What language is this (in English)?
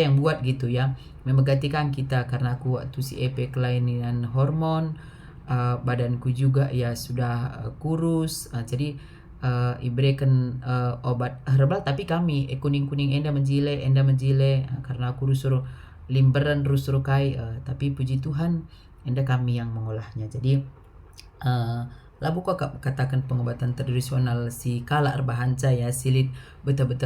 Batak Karo